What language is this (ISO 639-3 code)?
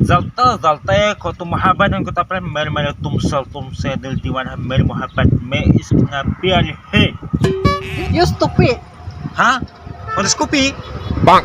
bhp